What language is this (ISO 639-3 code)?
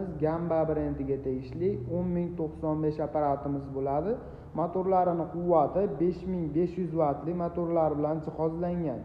uzb